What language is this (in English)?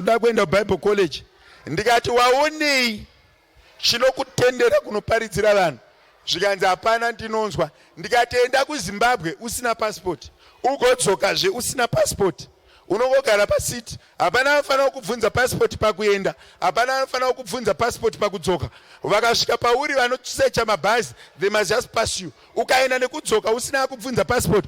Shona